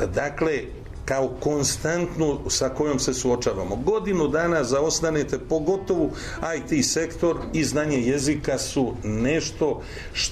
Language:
Serbian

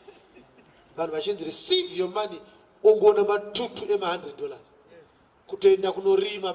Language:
Shona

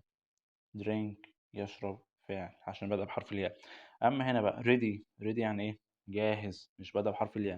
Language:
Egyptian Arabic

